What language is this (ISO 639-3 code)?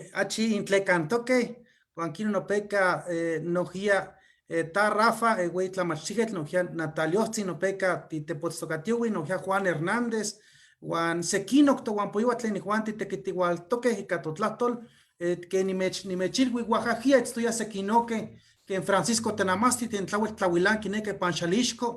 nhe